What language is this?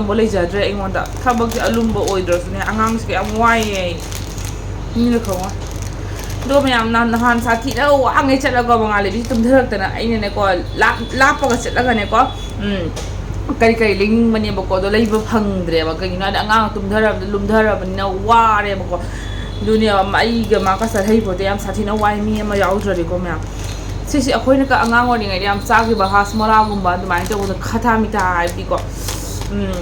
Manipuri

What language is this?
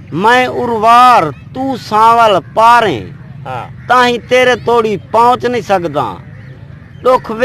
Saraiki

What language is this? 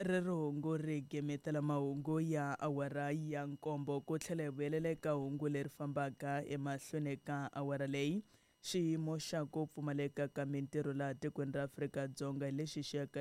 Tsonga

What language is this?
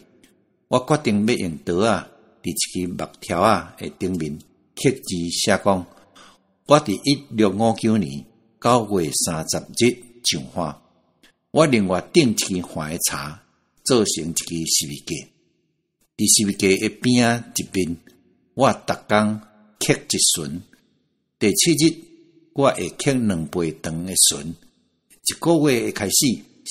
Min Nan Chinese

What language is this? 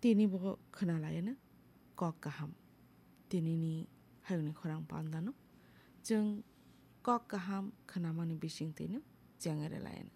Kok Borok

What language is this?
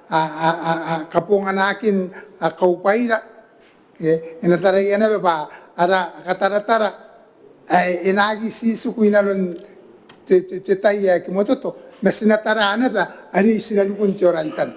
Gilbertese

